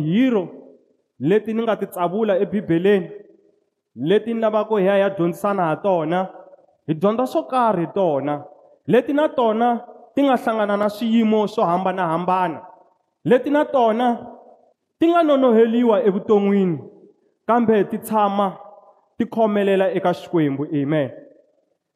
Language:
Tsonga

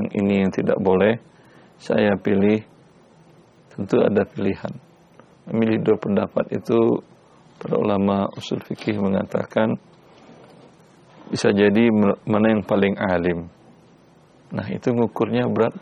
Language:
Indonesian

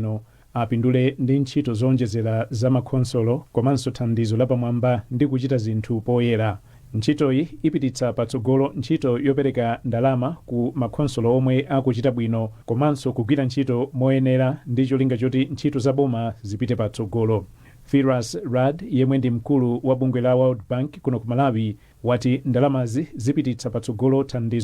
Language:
Nyanja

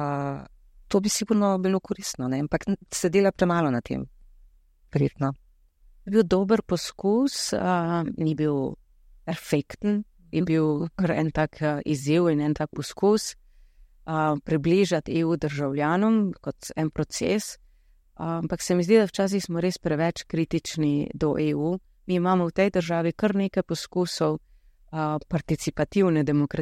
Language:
Slovenian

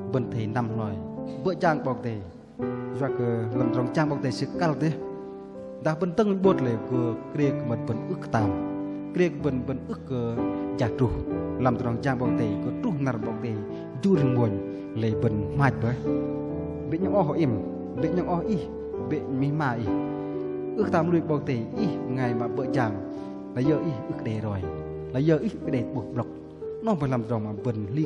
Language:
Bahnar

